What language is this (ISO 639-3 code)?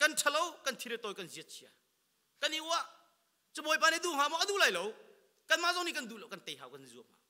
cnh